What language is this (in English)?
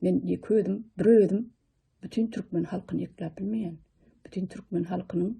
Turkmen